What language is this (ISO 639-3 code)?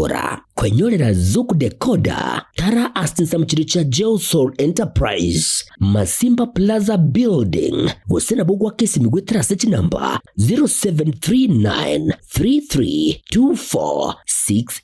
guz